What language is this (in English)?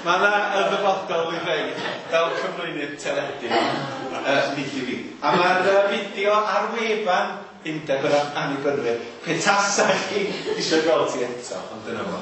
Welsh